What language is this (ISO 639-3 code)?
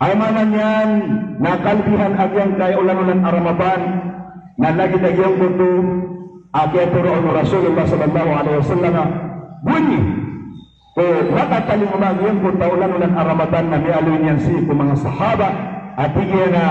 mrw